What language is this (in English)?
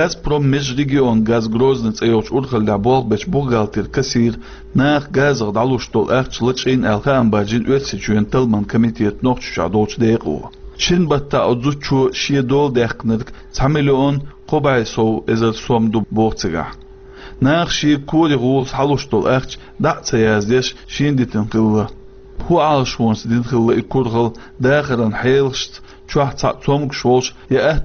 Chechen